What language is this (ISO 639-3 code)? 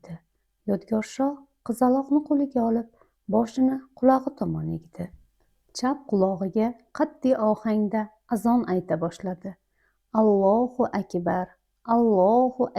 uzb